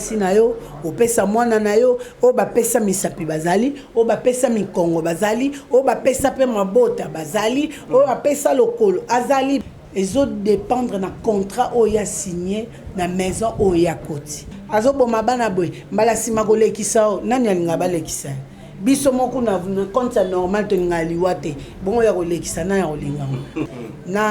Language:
Lingala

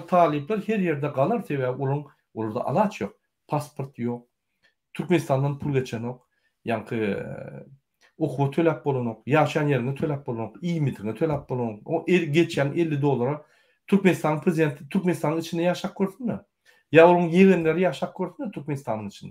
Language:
Turkmen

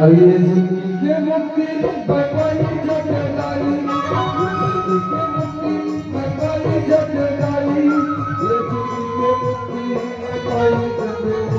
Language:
Chhattisgarhi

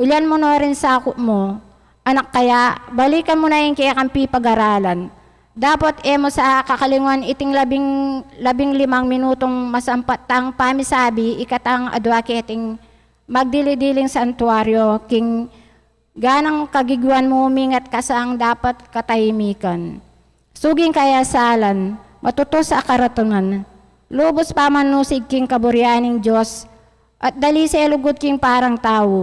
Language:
Pampanga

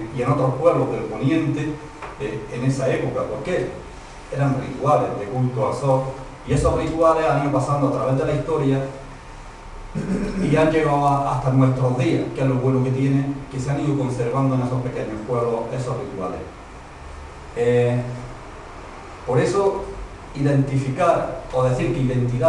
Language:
Spanish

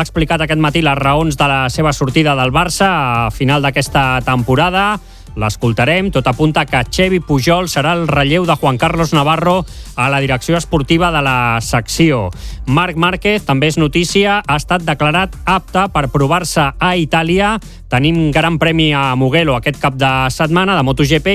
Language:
Catalan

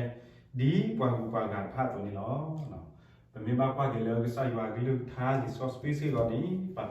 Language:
S'gaw Karen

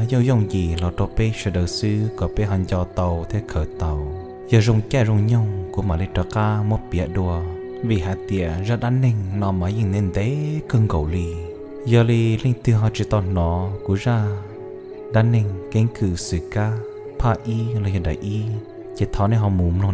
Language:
Hmong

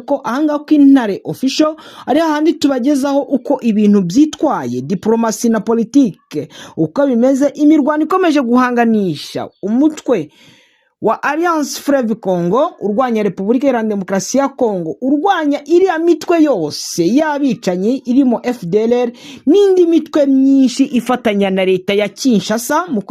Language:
Kinyarwanda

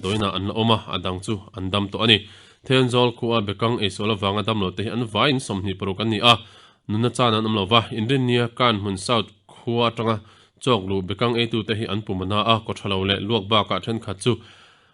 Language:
Mizo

